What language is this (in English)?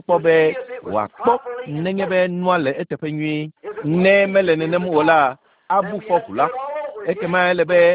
Ewe